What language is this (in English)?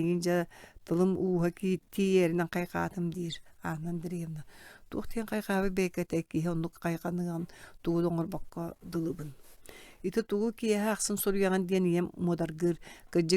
Yakut